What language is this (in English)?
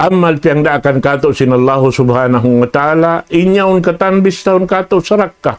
Tausug